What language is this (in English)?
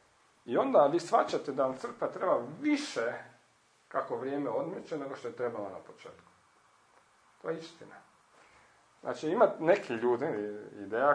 Croatian